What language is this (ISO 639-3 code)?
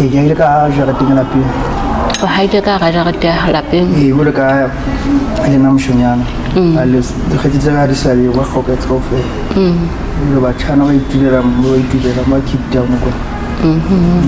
sot